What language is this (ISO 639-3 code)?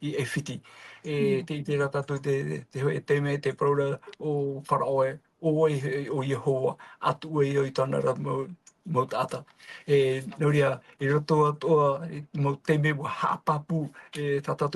tah